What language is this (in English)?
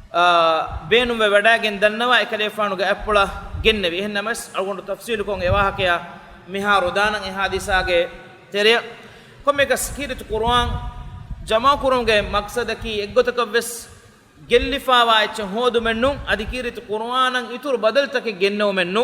Divehi